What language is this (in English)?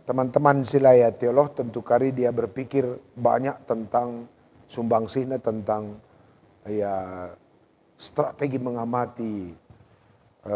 Batak Karo